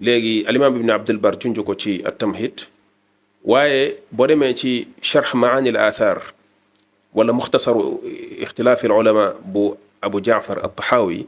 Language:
Wolof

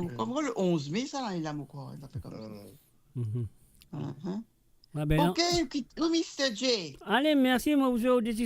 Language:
Morisyen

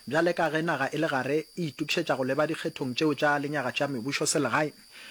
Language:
Northern Sotho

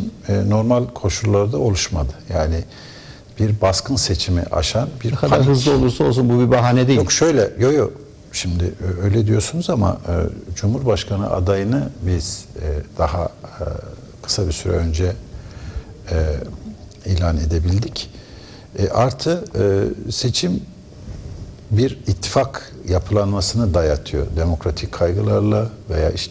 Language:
Turkish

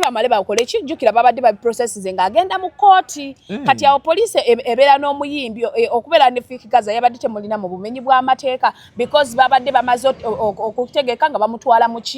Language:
Ganda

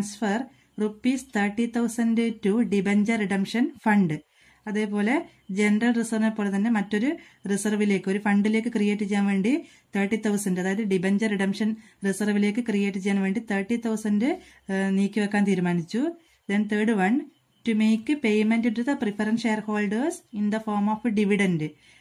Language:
Malayalam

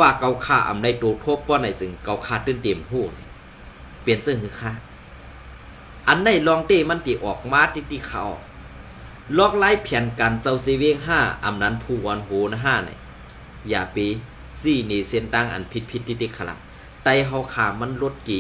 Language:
Shan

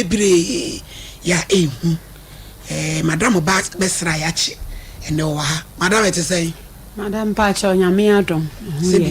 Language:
Akan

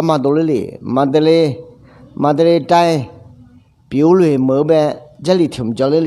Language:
Akha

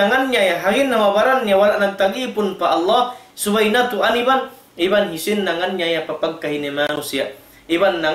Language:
Tausug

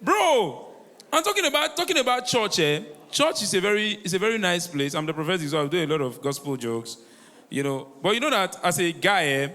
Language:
Nigerian Pidgin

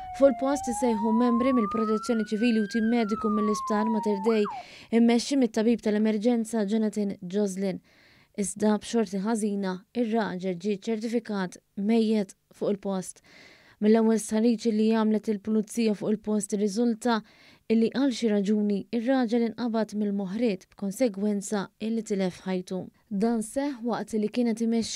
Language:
Maltese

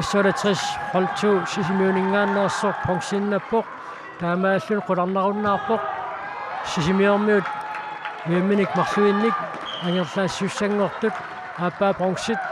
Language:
Kalaallisut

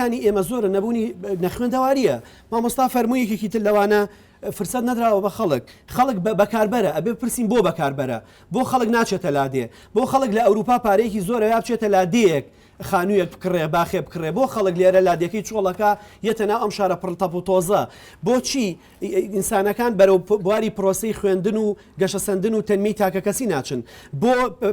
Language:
Central Kurdish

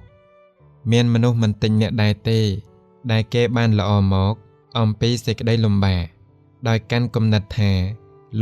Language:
Khmer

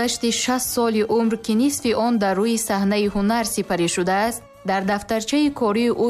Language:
Tajik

